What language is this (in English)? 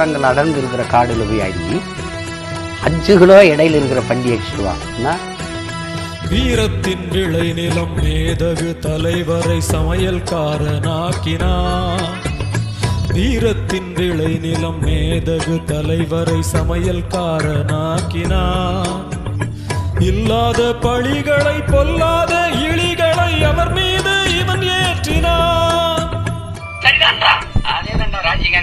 Tamil